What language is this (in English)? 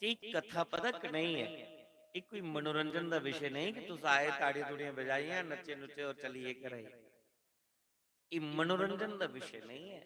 Dogri